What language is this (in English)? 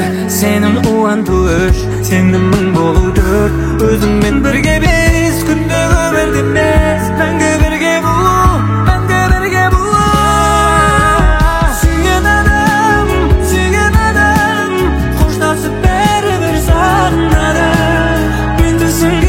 Kazakh